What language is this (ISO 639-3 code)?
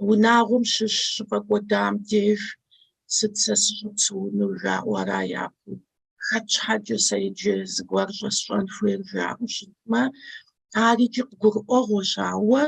kbd